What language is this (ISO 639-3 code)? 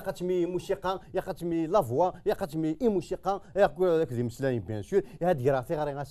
kab